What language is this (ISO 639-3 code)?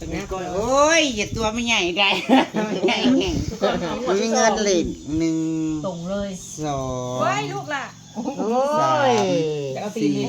tts